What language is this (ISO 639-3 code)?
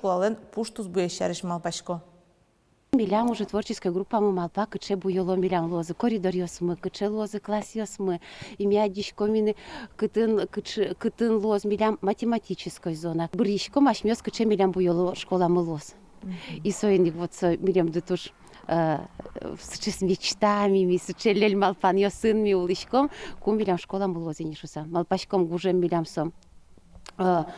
udm